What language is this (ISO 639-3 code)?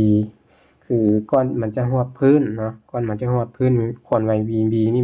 lao